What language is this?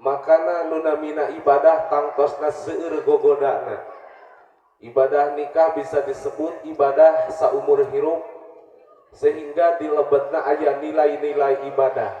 Sundanese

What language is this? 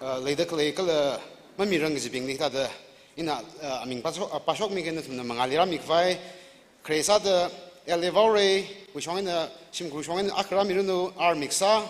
Tangkhul Naga (India)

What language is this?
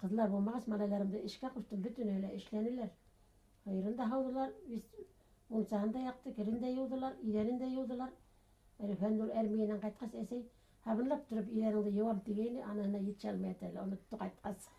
Bashkir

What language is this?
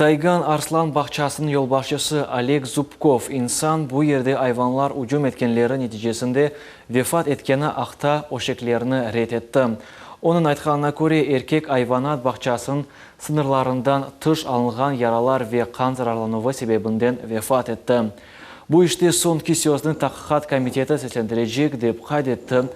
Crimean Tatar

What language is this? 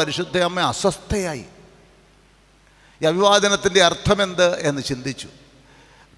Malayalam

